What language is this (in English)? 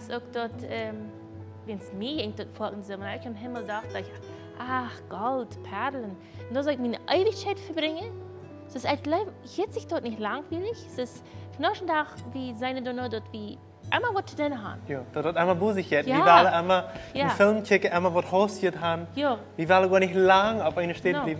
Plautdietsch